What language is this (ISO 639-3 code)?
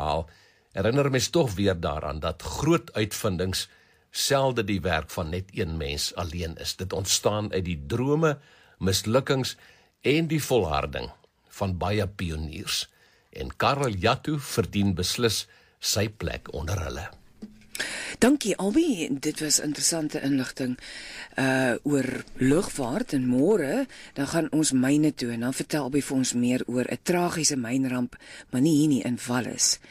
afr